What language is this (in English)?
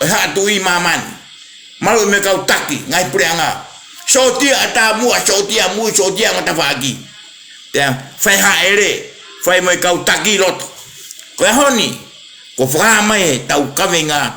Tongan